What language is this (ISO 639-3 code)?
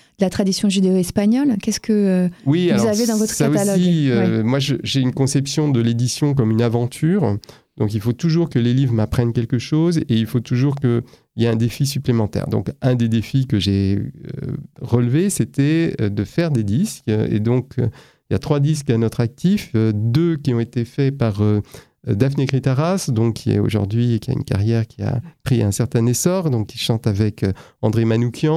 fra